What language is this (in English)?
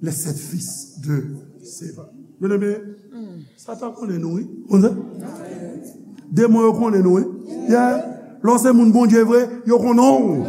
Haitian Creole